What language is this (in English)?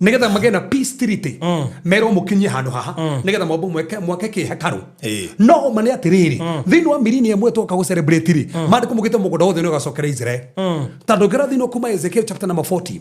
Kikuyu